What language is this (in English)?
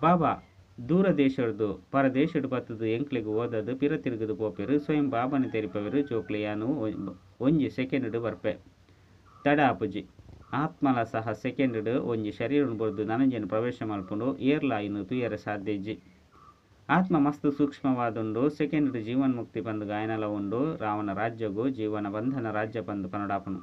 Tulu